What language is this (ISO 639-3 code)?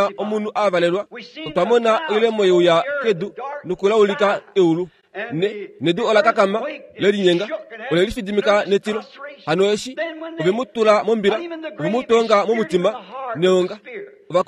kua